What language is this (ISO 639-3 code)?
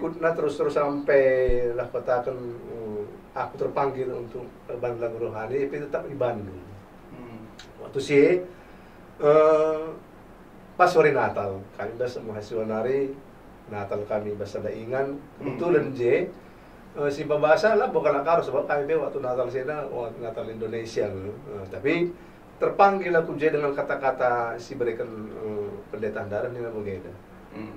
btx